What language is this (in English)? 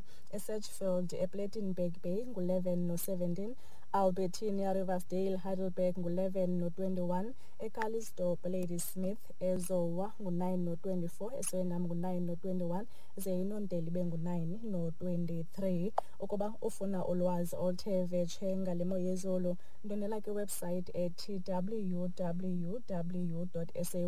Xhosa